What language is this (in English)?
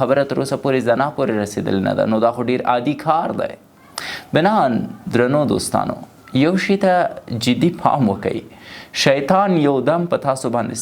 Pashto